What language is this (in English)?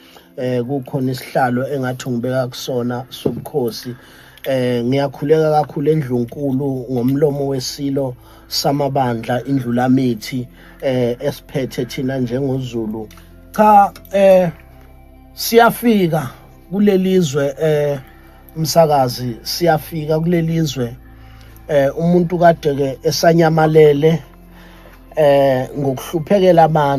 Zulu